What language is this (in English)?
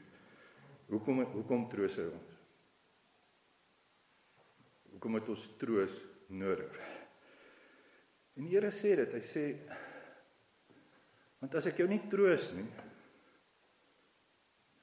Afrikaans